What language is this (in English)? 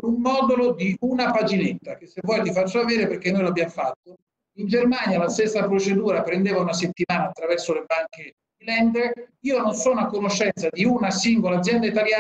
Italian